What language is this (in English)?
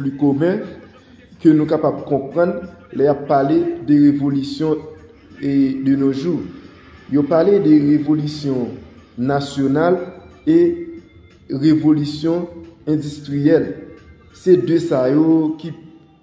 Haitian Creole